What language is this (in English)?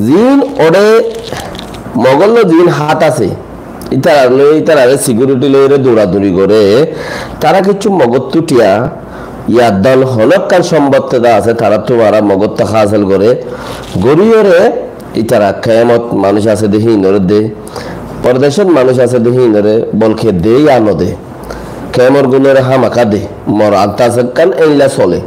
Rohingya